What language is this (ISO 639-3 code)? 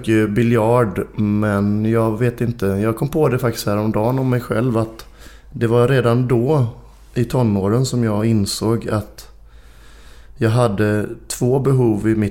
swe